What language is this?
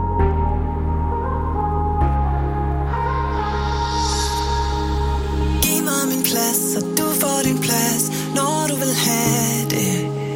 Danish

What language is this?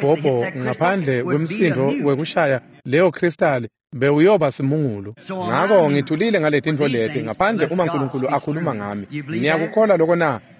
Swati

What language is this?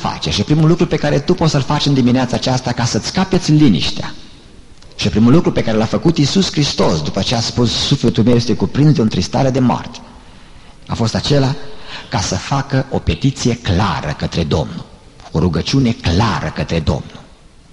Romanian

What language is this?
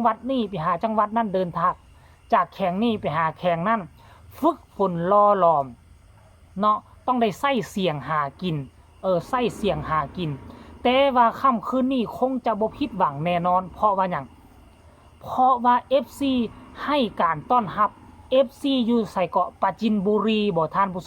Northeastern Thai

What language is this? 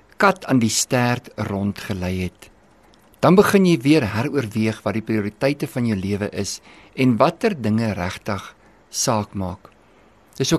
Afrikaans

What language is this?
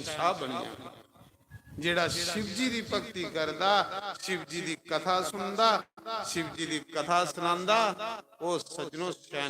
Dogri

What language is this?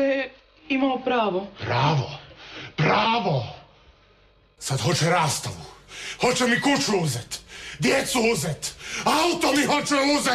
Croatian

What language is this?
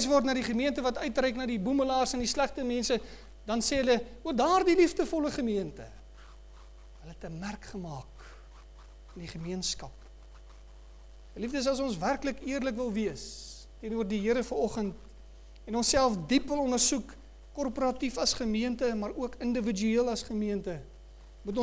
Afrikaans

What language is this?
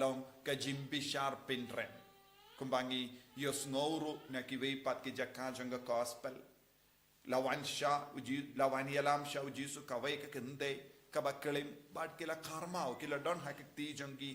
Khasi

